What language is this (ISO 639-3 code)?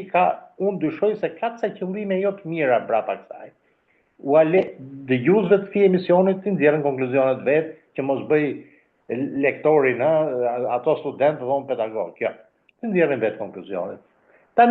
sqi